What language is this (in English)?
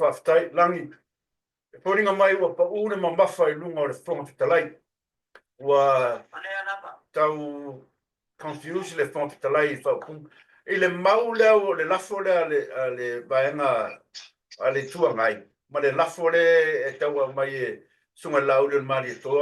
Samoan